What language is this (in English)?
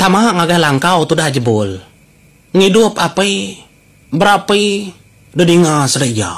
Iban